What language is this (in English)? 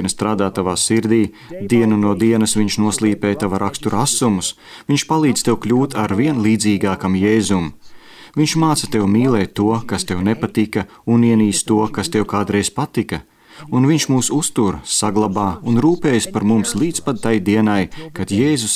Latvian